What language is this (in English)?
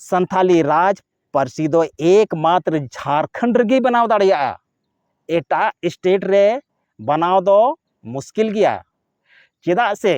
Santali